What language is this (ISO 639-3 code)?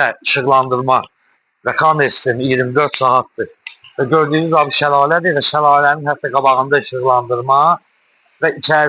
aze